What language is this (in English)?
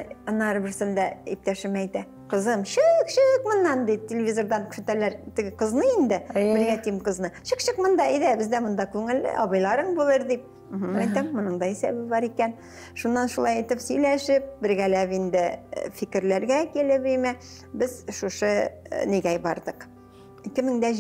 Tatar